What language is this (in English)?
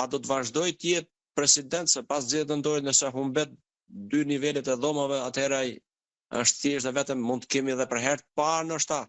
Albanian